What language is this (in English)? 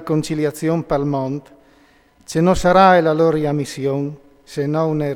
Friulian